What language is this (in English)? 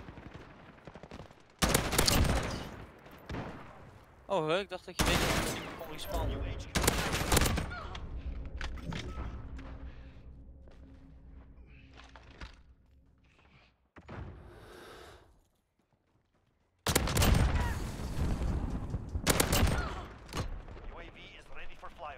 Dutch